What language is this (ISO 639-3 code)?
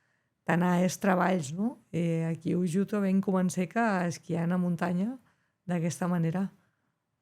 oci